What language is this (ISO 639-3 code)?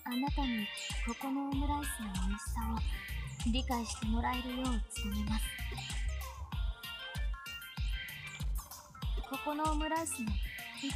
jpn